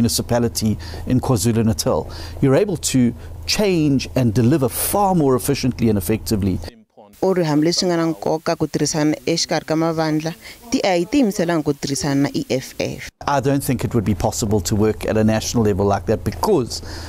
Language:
Tsonga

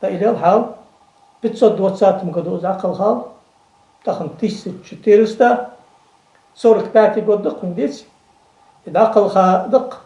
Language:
Ingush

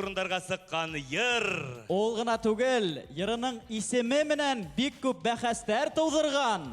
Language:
Bashkir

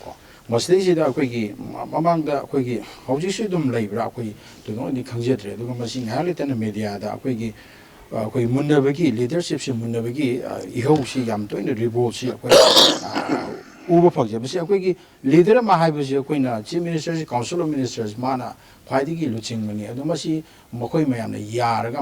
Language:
Manipuri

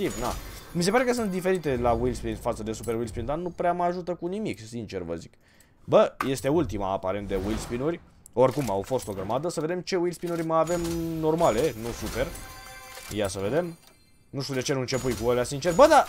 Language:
Romanian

